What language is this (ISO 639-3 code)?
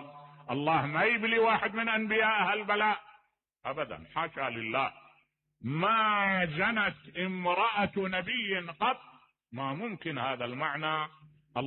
acm